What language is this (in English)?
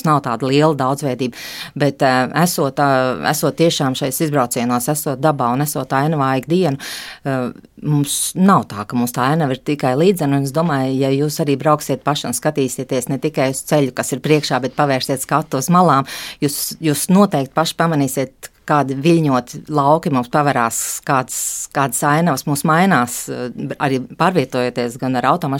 Latvian